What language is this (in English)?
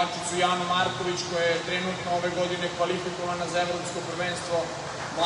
Serbian